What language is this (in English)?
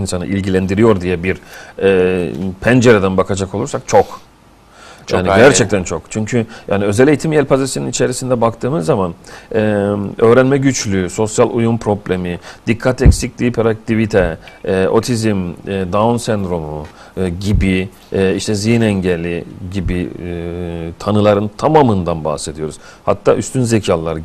Turkish